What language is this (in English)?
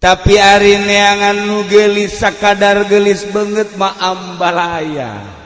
Sundanese